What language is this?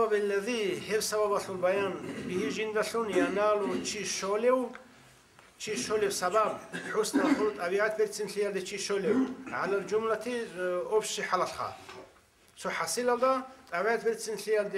Avaric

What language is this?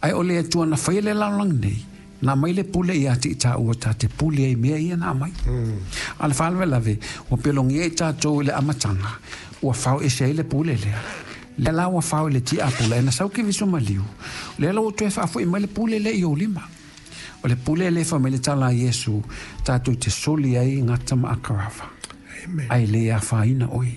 Samoan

